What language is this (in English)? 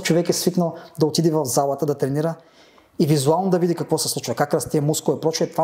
Bulgarian